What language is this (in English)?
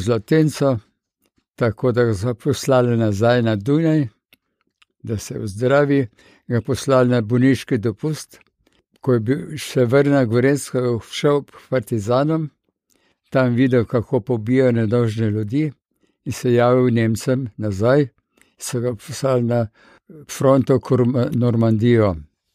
Slovenian